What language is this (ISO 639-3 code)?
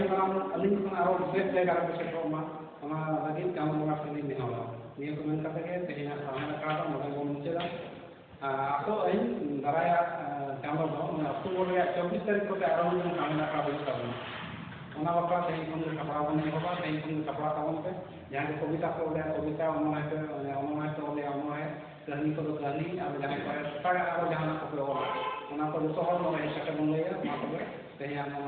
sat